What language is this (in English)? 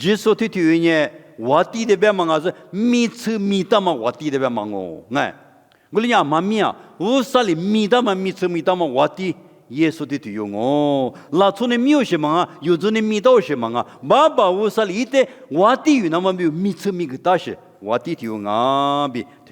Lisu